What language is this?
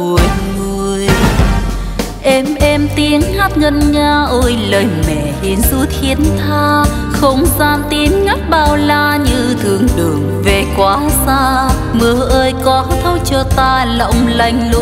Vietnamese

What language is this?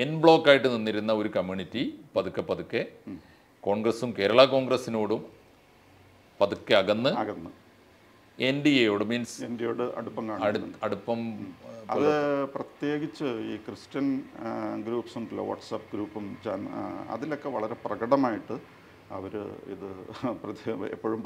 Malayalam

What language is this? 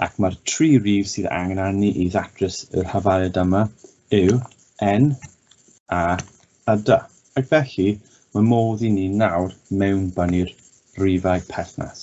Welsh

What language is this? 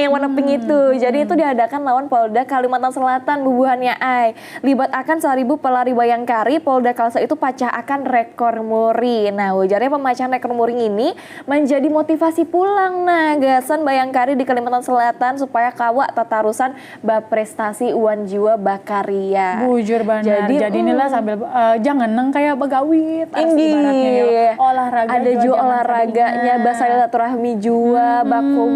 Banjar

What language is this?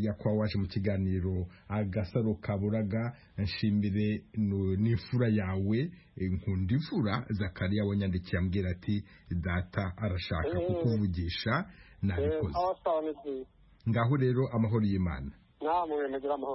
Kinyarwanda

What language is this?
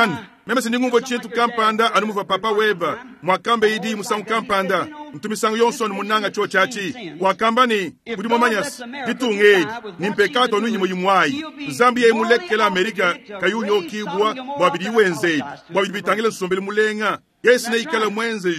Luba-Lulua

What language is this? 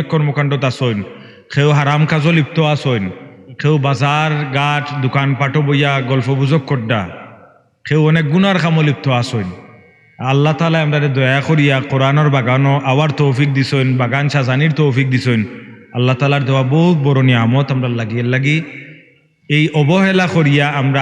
Sylheti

